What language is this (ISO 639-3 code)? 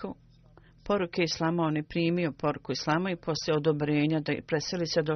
bos